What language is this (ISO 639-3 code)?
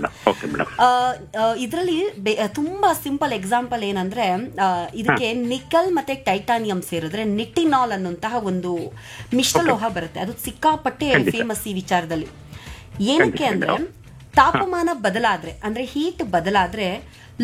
kan